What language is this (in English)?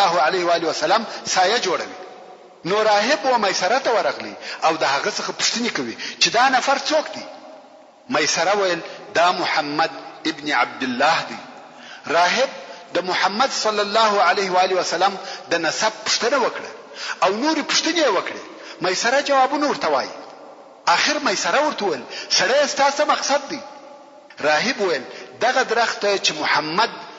Pashto